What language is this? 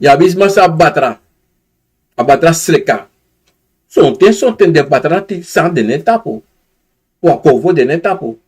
Sranan Tongo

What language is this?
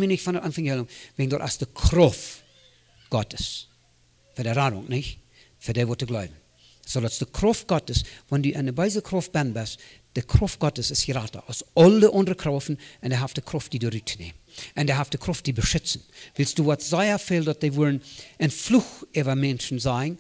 Plautdietsch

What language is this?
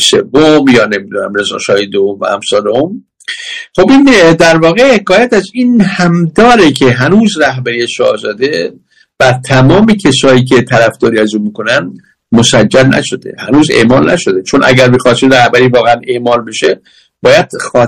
Persian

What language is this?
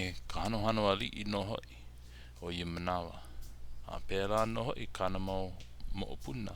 Hawaiian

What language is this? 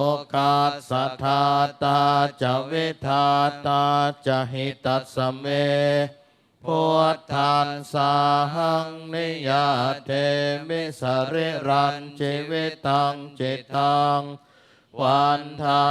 Pali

